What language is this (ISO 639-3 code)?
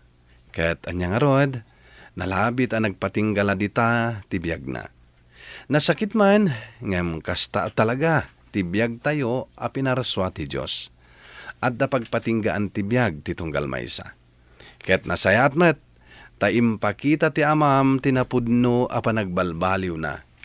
ilo